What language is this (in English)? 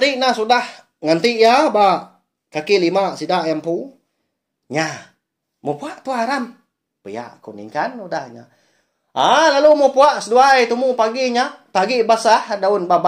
Iban